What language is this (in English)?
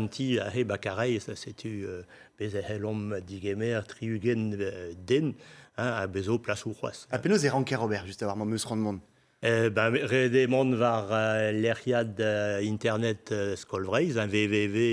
Breton